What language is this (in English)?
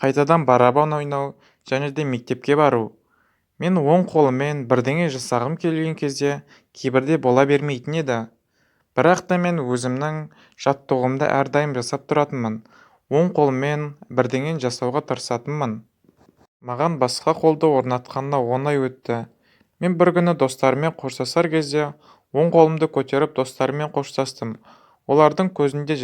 Kazakh